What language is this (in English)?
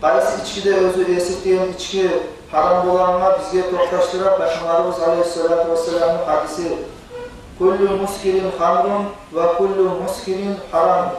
Kumyk